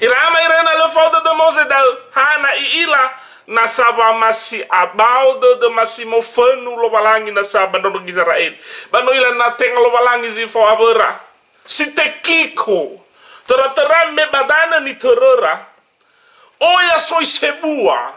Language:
Nias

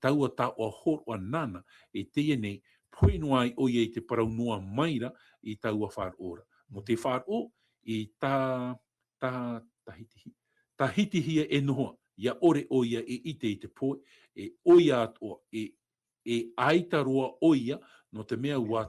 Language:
Tahitian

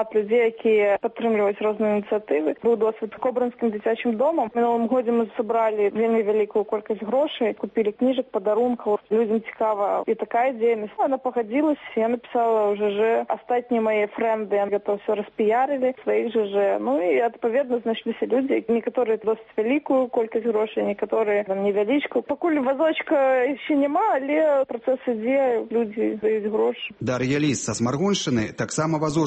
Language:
Belarusian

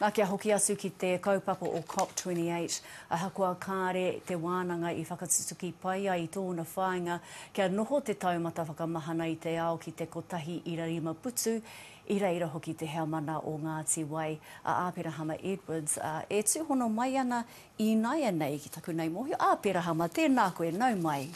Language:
Māori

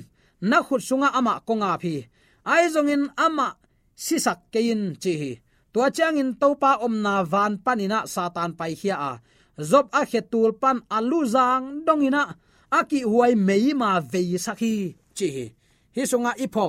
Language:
Tedim Chin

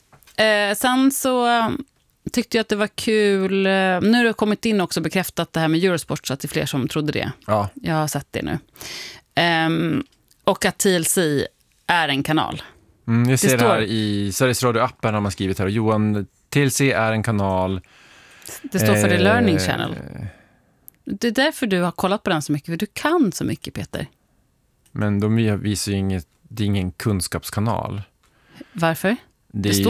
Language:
Swedish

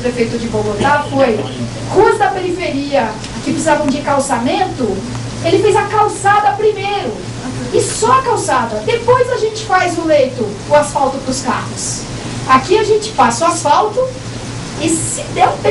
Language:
Portuguese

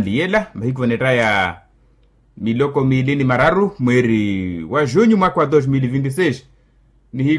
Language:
Makhuwa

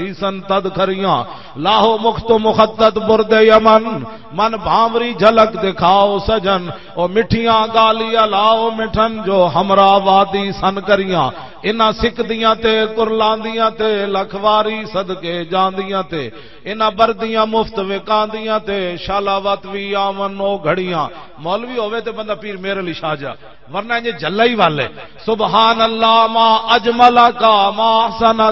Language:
Western Panjabi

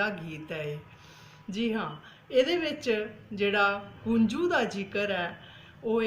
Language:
Dogri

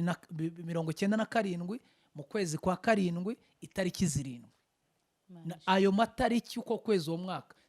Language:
Kinyarwanda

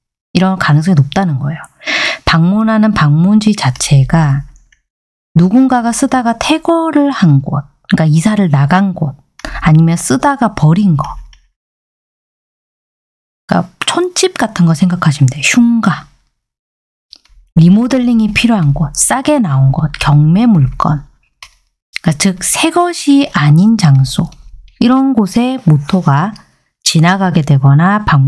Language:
Korean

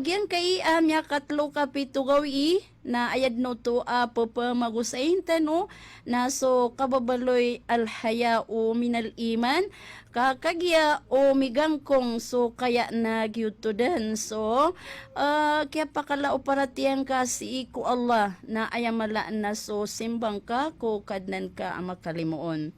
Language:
Maranao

